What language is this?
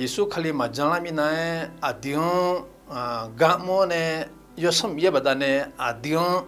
Akha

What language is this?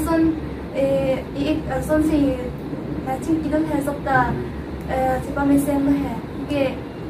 Karbi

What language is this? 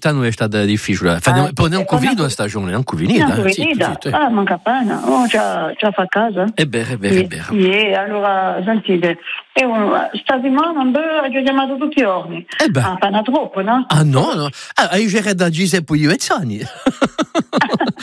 Italian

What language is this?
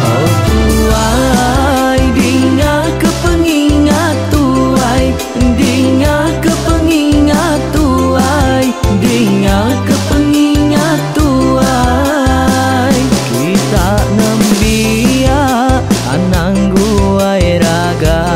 Iban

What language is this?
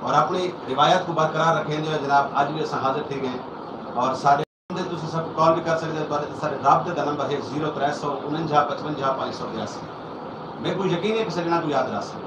Saraiki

